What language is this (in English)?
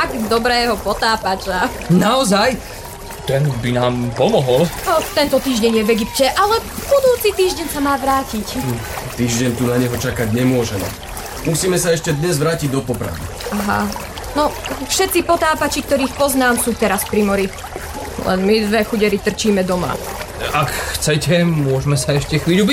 Slovak